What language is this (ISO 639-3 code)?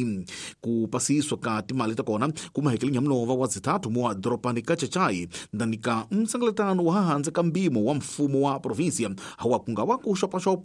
tso